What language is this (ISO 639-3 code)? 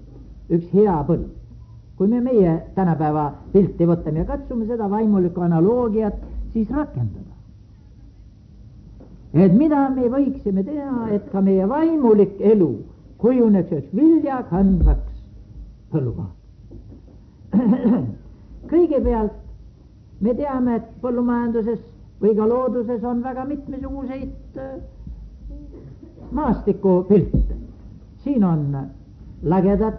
est